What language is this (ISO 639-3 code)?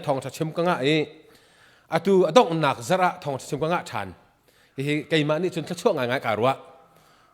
cnh